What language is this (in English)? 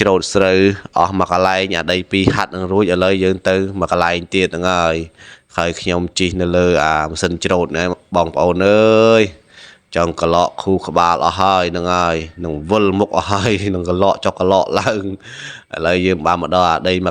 Khmer